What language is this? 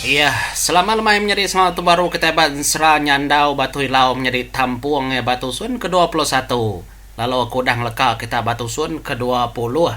Iban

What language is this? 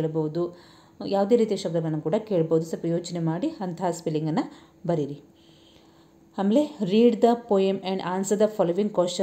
Kannada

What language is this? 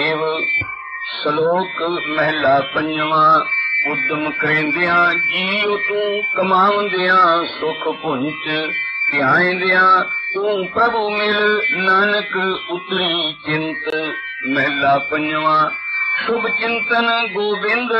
Punjabi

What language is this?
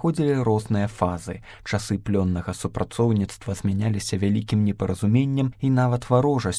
Belarusian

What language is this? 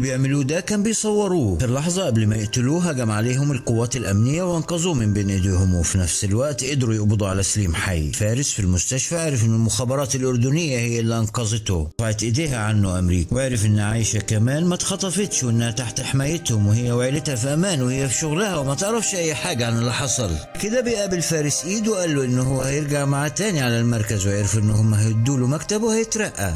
Egyptian Arabic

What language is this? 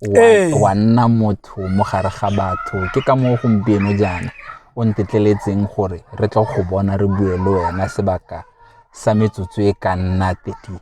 Tswana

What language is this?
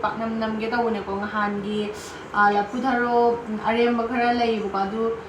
Manipuri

